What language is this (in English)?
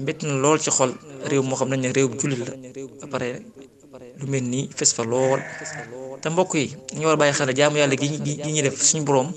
Wolof